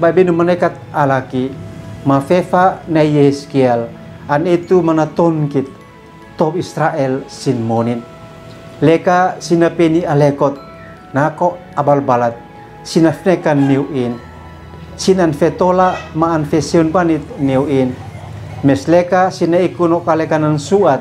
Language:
Uab Meto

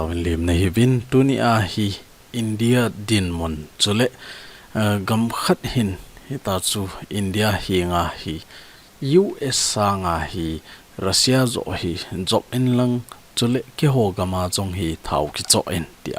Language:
Thado Chin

